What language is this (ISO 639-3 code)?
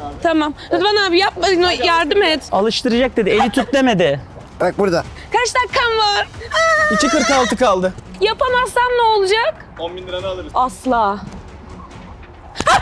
tur